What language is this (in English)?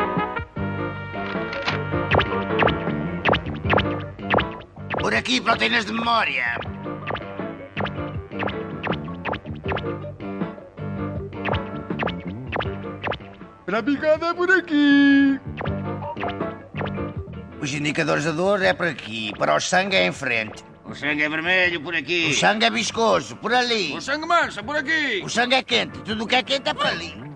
Portuguese